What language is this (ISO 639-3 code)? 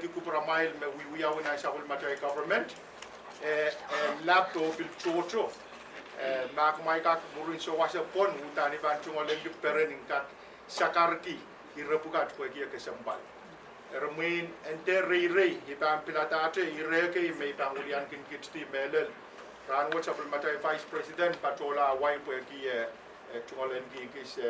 pon